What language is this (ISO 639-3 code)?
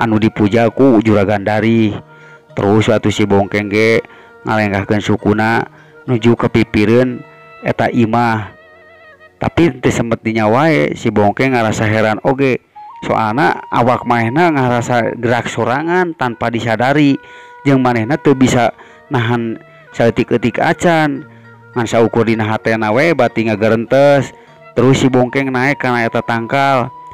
sun